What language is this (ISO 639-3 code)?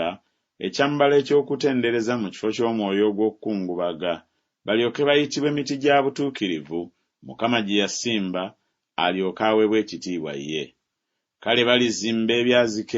lug